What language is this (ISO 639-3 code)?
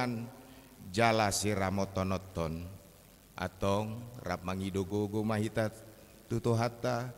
bbc